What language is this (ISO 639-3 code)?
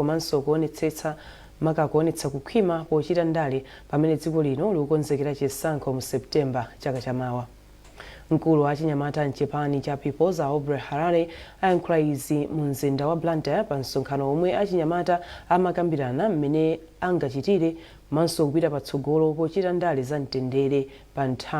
nya